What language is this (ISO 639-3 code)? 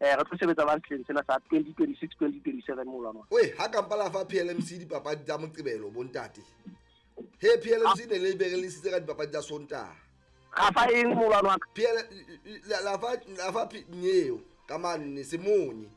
sot